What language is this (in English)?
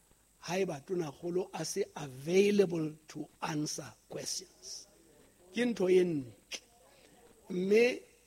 Southern Sotho